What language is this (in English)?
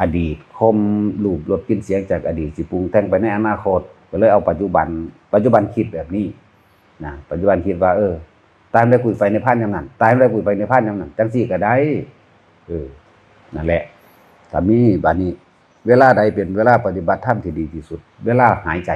Northeastern Thai